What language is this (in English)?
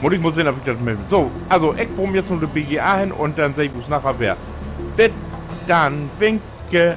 Low German